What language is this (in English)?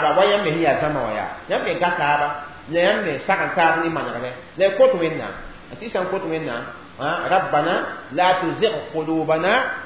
Mossi